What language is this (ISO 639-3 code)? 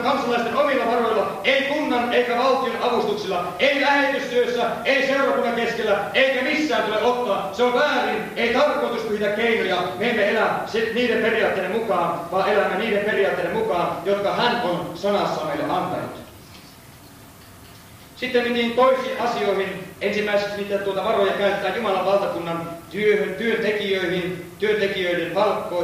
fin